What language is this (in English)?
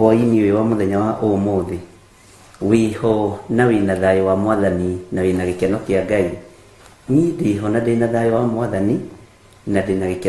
Kikuyu